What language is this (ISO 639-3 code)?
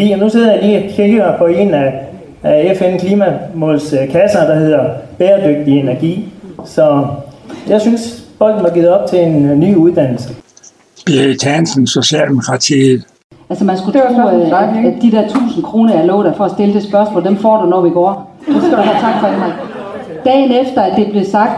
dan